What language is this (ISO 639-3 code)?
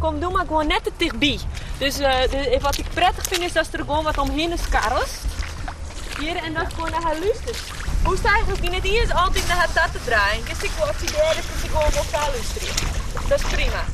fry